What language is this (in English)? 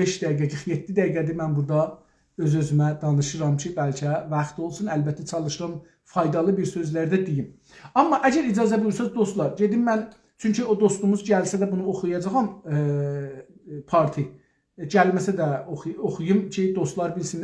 South Azerbaijani